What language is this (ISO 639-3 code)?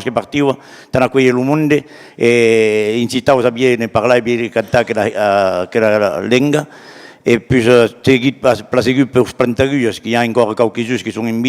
oci